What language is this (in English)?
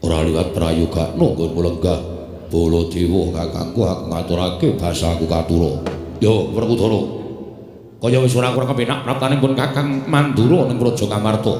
Javanese